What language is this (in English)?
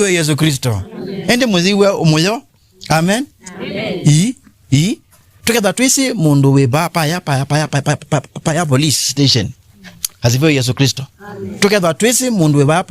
Kamba